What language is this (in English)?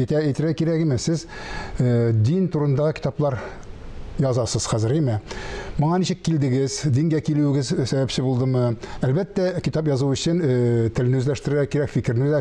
Tatar